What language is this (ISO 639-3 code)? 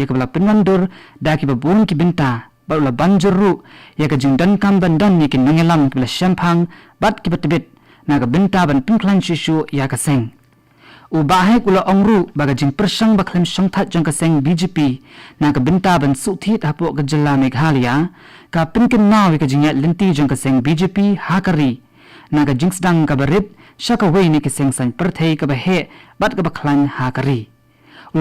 kha